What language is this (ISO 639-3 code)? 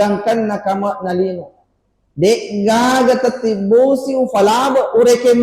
bug